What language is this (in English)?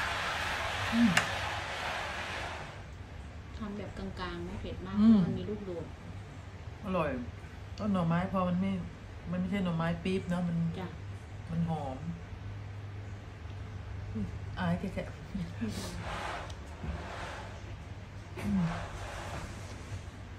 Thai